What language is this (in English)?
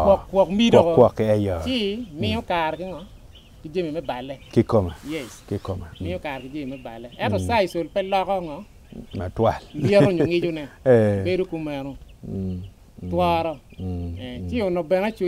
Acoli